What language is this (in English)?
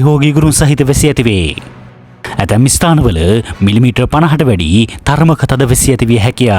Sinhala